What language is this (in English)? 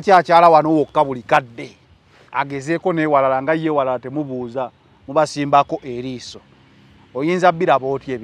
Ganda